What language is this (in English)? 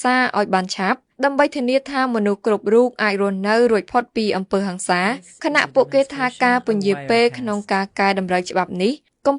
Khmer